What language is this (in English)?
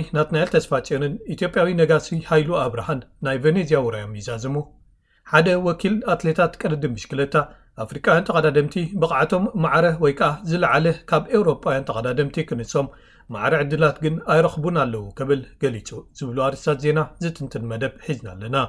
Tigrinya